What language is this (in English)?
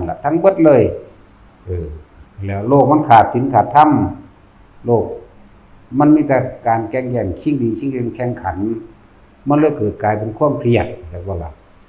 Lao